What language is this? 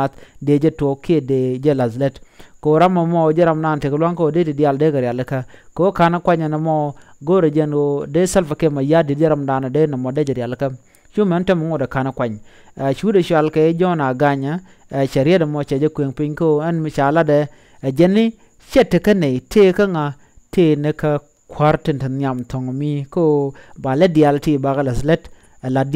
Nuer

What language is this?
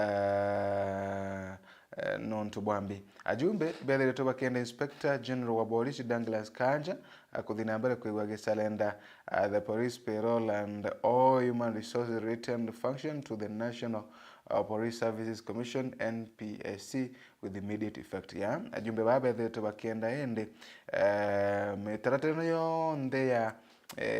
Meru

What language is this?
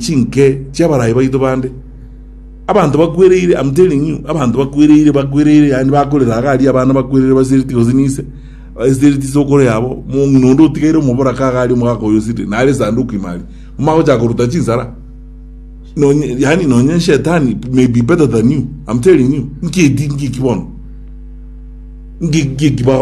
Gusii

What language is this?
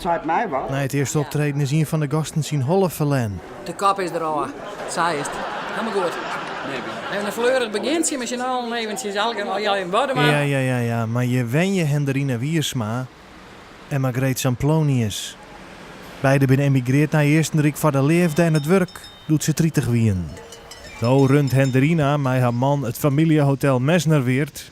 Western Frisian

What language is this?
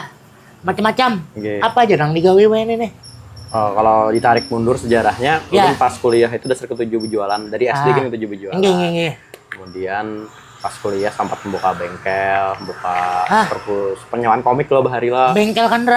Banjar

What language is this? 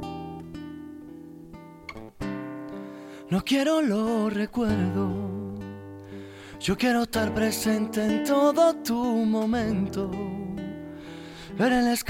Spanish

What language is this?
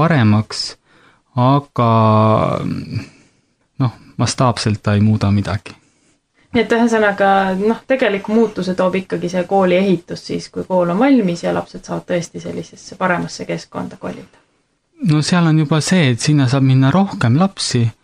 Estonian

